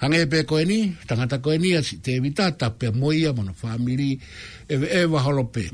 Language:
Tongan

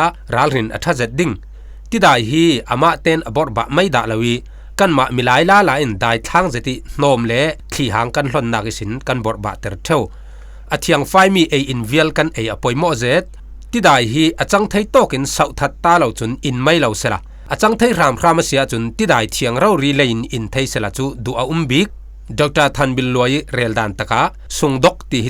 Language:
Falam Chin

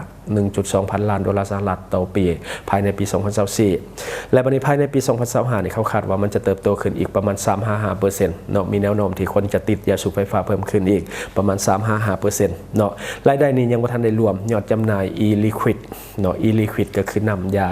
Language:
Lao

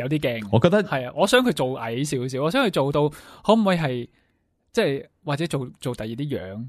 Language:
Cantonese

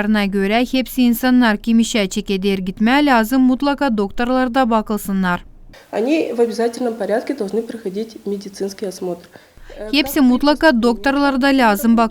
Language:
Gagauz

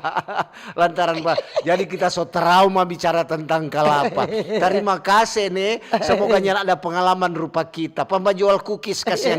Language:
Manado Malay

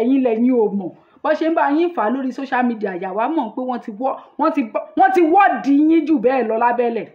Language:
Yoruba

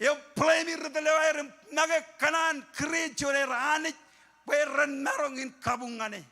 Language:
Marshallese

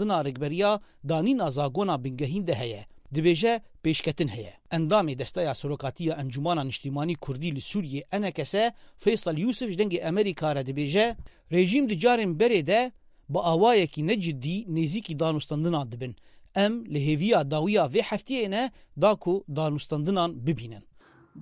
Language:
Kurdish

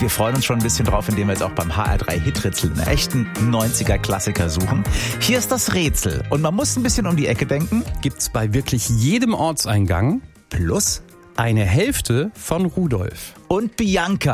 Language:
German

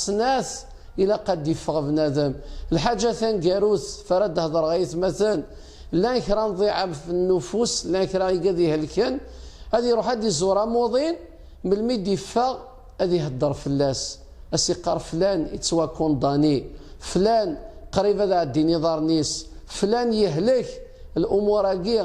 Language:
Kabyle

